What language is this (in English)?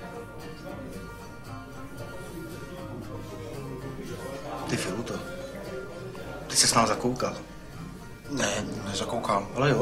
Czech